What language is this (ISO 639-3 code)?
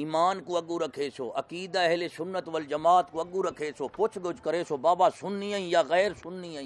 skr